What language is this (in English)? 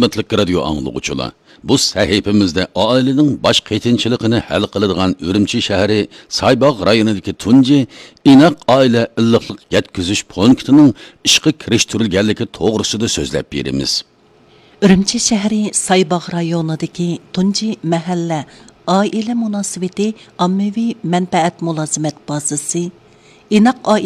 Uyghur